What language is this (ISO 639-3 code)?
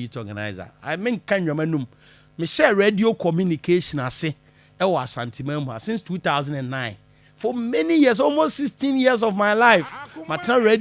aka